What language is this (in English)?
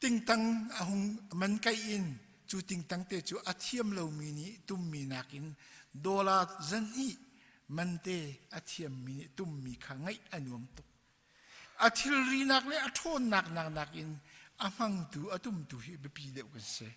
Hakha Chin